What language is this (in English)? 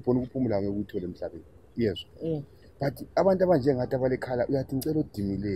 Zulu